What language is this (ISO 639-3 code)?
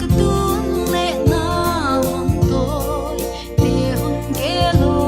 pck